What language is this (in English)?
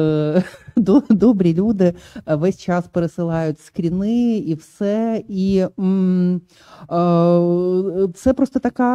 Ukrainian